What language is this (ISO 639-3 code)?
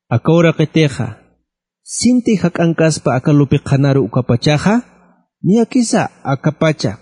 aym